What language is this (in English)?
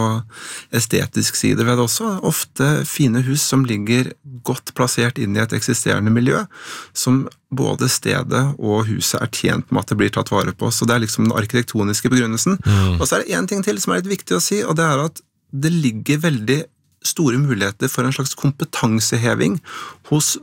Norwegian